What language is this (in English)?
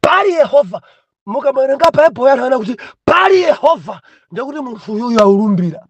Nyanja